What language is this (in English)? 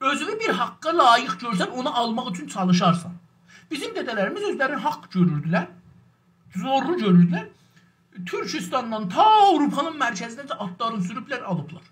South Azerbaijani